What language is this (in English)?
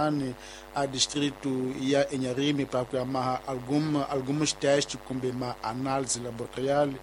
Tsonga